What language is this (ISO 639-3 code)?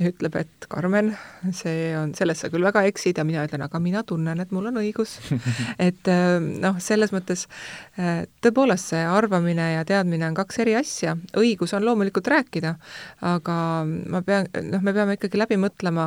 est